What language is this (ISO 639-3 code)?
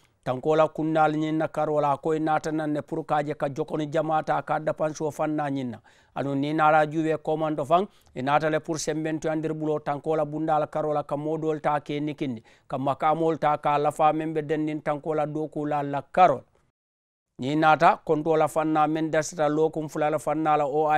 man